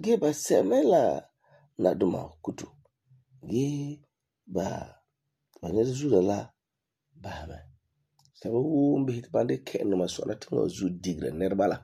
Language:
Frafra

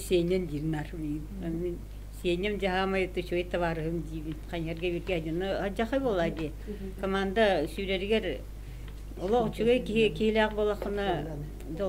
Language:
Yakut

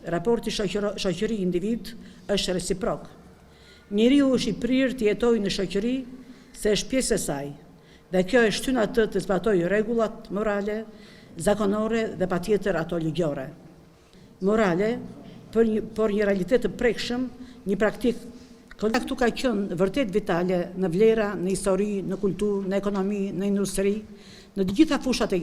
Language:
Albanian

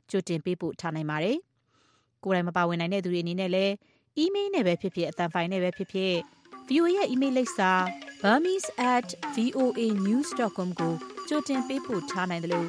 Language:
Burmese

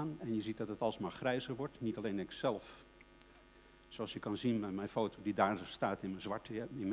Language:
Dutch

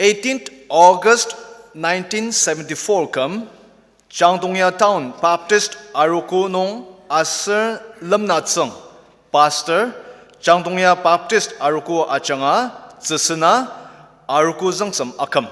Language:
Ao Naga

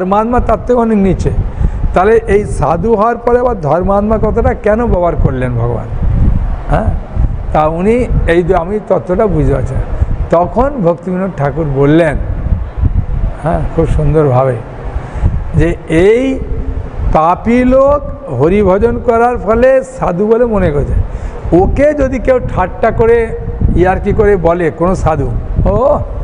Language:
Bangla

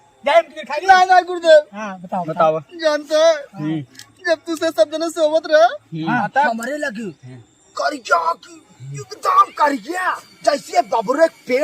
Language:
Awadhi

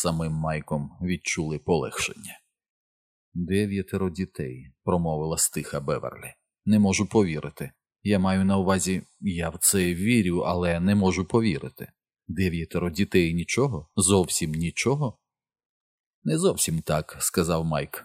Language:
Ukrainian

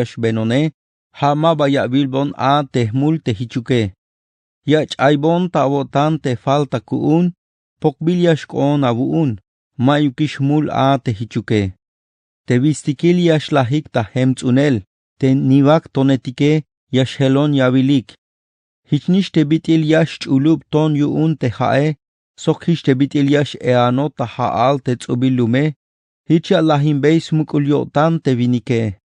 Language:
Tzeltal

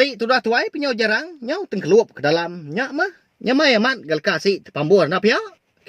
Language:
Iban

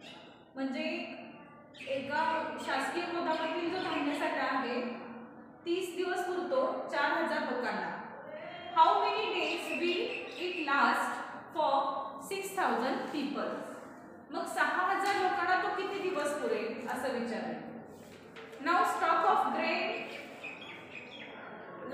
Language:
Marathi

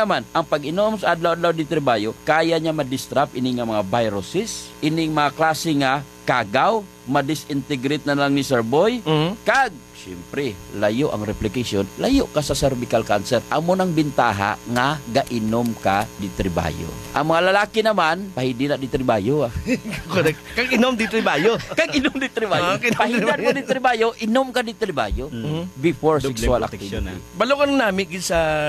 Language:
Hiligaynon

